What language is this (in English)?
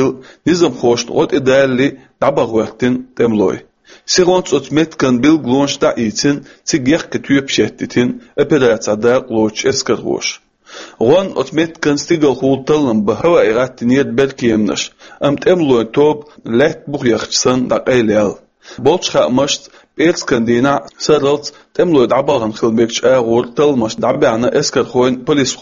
Chechen